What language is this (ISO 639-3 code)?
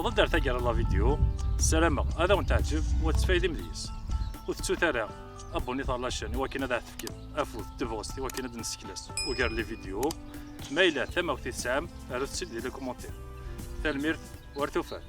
kab